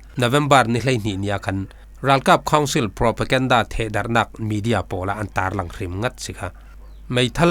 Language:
Falam Chin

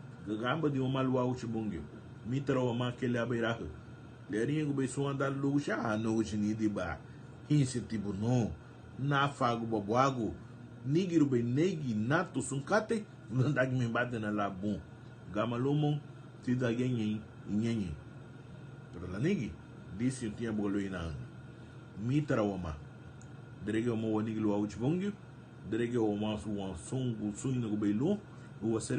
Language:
Garifuna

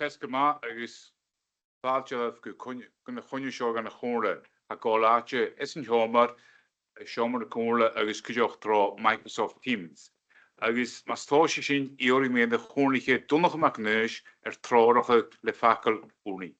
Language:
Scottish Gaelic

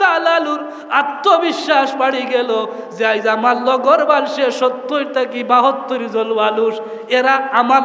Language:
Sylheti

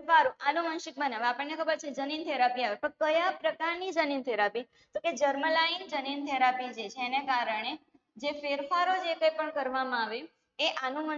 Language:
Gujarati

